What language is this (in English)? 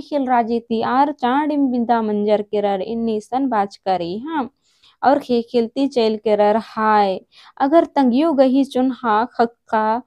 Kurukh